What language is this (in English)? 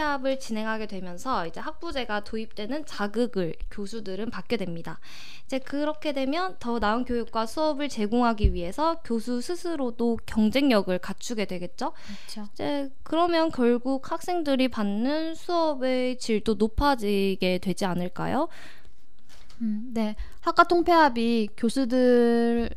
Korean